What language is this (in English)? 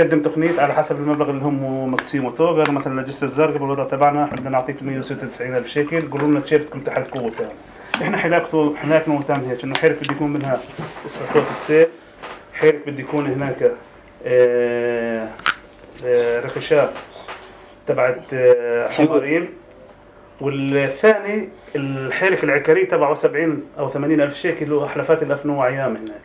North Levantine Arabic